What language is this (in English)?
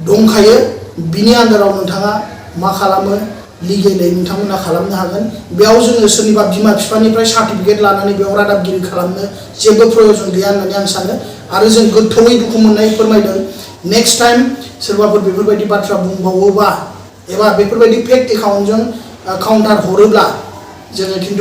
Bodo